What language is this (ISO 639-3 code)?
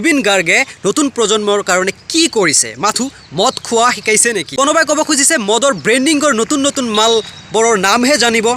asm